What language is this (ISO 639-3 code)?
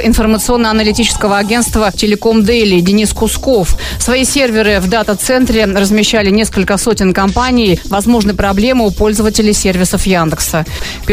rus